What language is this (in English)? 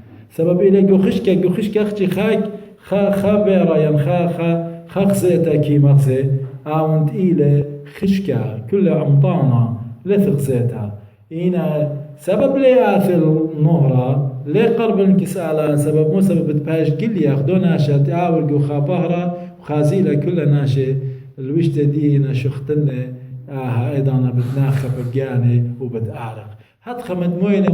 Assyrian Neo-Aramaic